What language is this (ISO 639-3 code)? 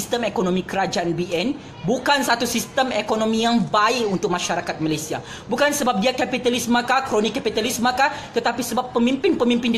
msa